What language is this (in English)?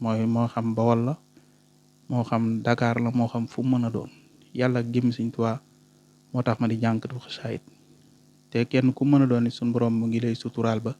Wolof